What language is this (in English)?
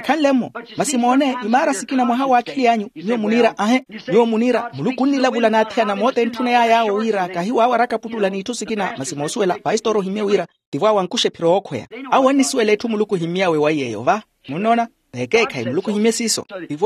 Makhuwa